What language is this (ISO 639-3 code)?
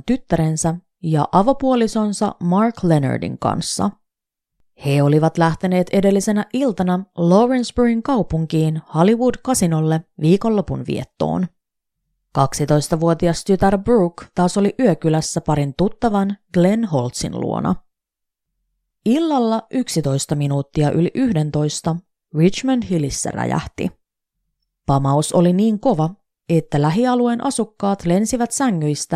fin